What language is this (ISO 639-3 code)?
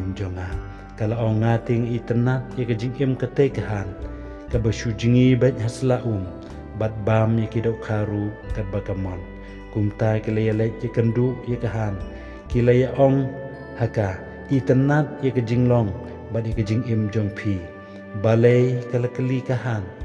kha